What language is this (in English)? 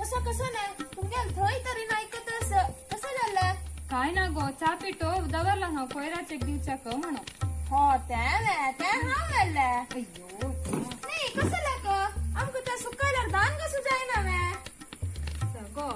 Konkani